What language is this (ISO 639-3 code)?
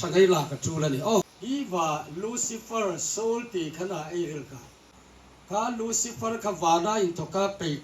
hmr